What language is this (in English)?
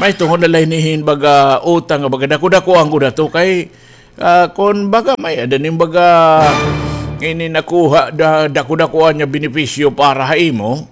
Waray